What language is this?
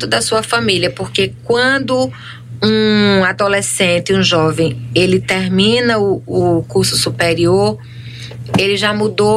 Portuguese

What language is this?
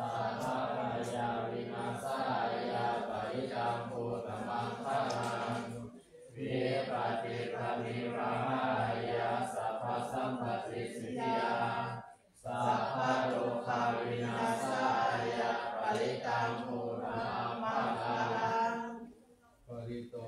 Pali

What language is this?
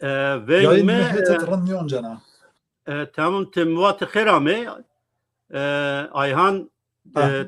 Zaza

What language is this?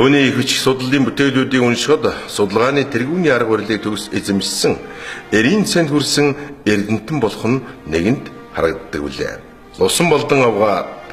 Mongolian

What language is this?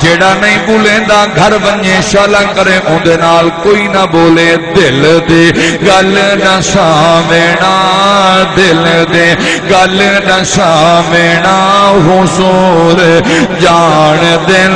Saraiki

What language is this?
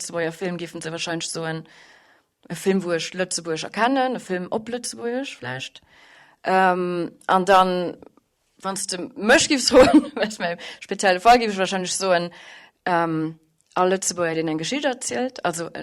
Luxembourgish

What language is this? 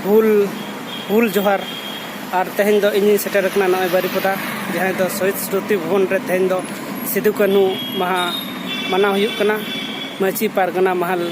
Santali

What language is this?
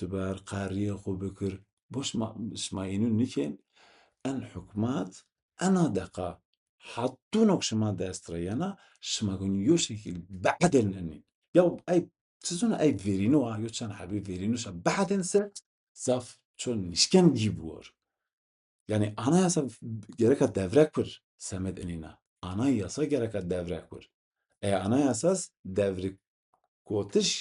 Zaza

